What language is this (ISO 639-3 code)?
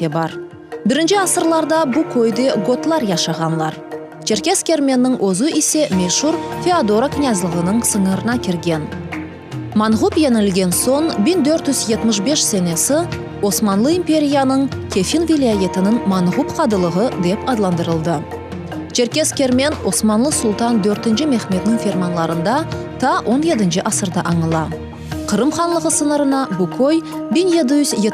crh